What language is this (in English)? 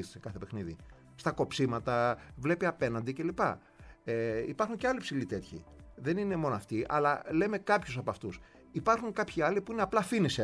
Greek